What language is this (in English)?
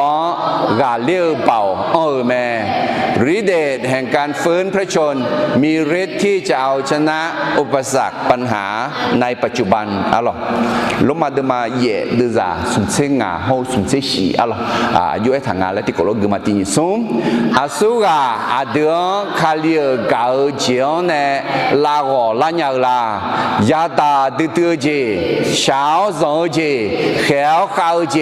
Akha